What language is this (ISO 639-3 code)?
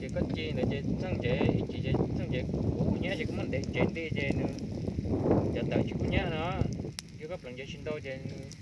hmn